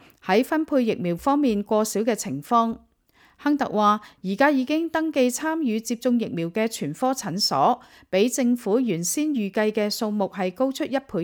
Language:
Cantonese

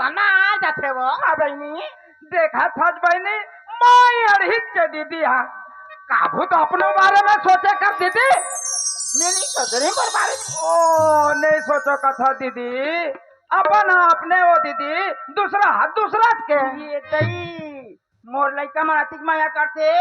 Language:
Chhattisgarhi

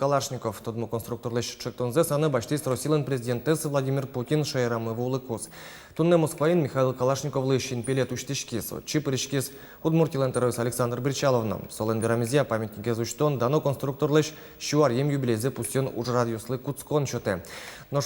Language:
Udmurt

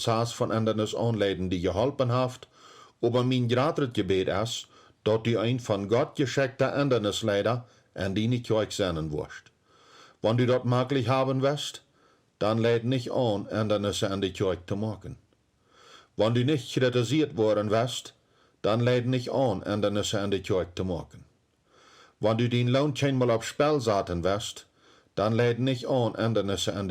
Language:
Plautdietsch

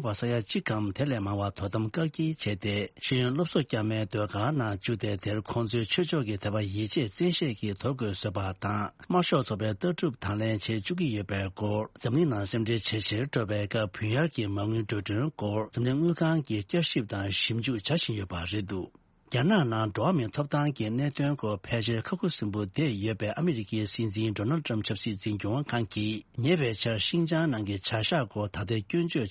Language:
Tibetan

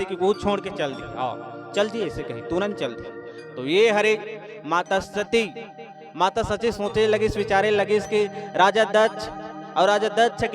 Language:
Chhattisgarhi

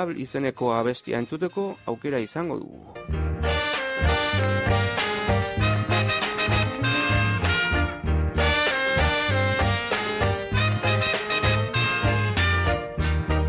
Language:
Basque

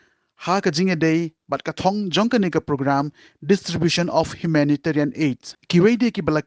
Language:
Khasi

